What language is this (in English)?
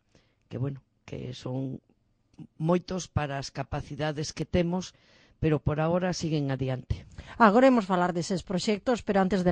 Galician